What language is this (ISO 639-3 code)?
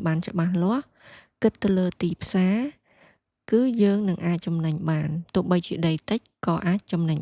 khm